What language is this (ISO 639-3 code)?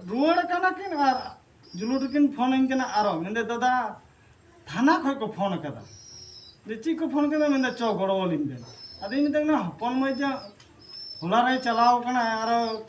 sat